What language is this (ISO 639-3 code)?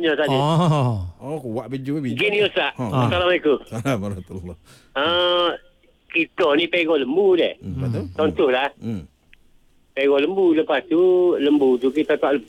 msa